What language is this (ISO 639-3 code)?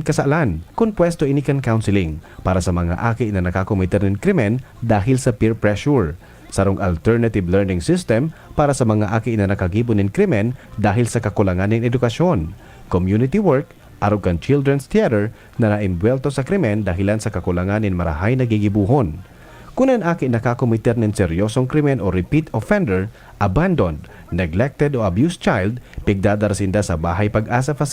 bik